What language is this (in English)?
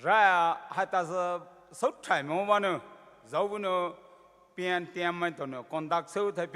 Poumei Naga